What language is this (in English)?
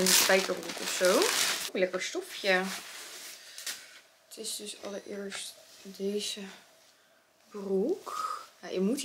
Dutch